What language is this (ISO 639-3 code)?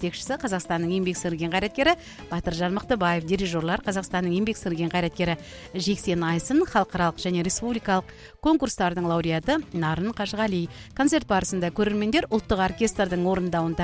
kaz